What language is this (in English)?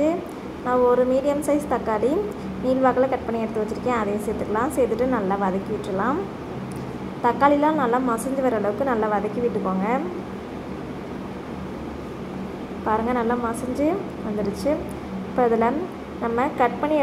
Tamil